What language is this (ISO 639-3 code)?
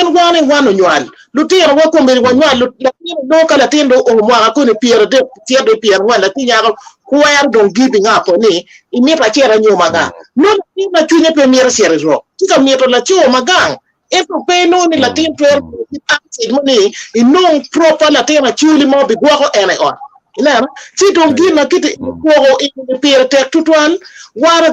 ach